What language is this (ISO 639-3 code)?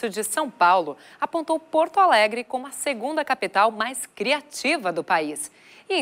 por